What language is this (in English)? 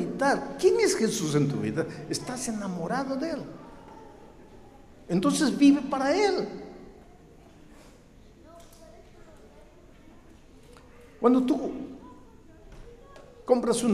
Spanish